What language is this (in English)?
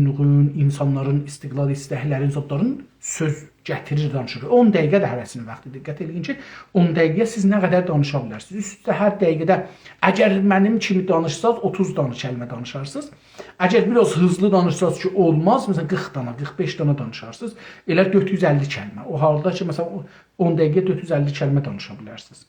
South Azerbaijani